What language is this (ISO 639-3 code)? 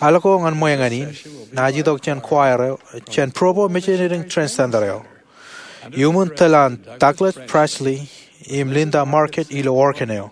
mah